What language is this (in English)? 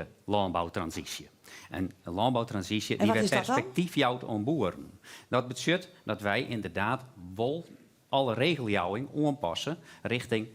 Western Frisian